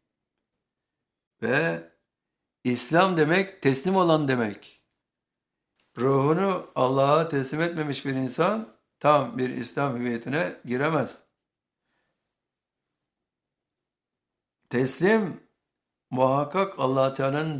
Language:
Turkish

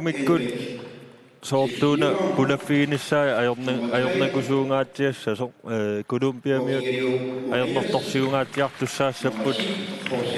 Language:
Kalaallisut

